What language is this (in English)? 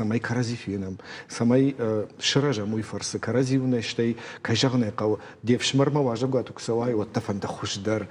Ossetic